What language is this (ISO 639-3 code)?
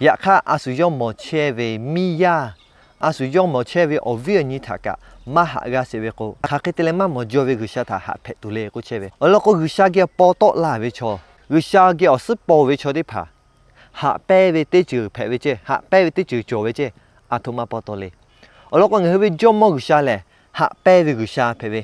lhu